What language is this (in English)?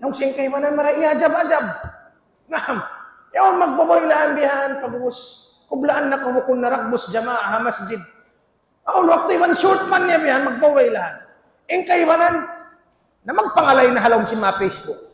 Tausug